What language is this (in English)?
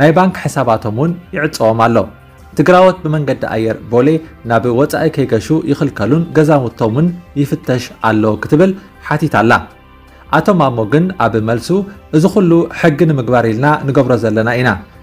Tigrinya